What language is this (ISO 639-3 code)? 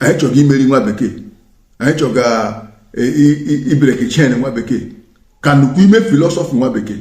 ibo